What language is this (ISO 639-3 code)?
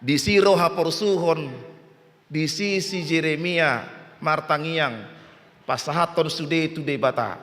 bbc